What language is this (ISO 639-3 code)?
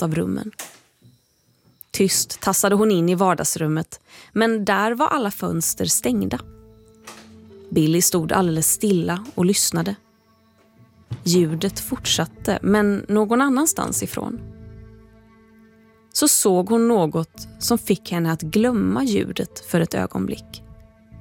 swe